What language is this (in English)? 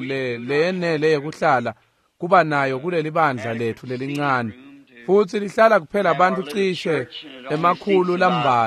Swati